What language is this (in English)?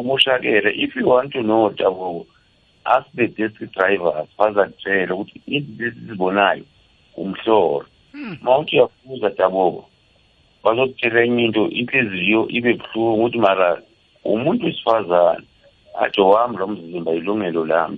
South Ndebele